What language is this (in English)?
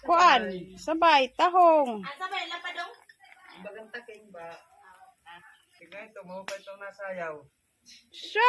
Waray